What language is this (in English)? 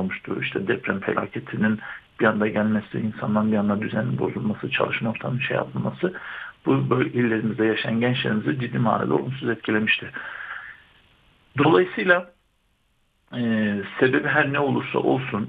Turkish